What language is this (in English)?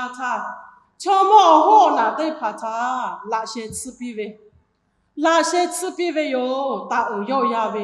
Lahu